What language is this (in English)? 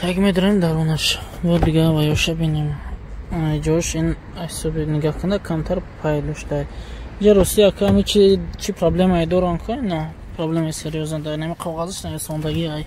Tajik